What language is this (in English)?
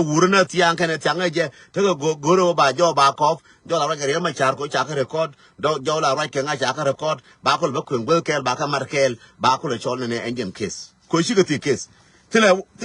Nuer